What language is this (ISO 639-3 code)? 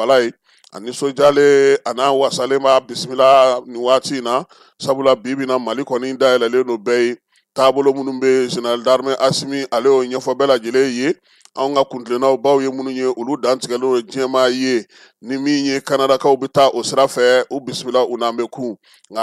bam